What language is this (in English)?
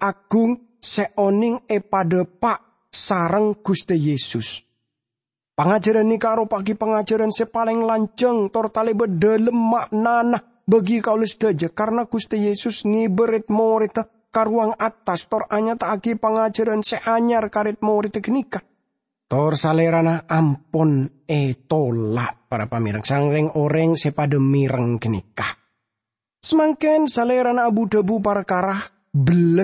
Madurese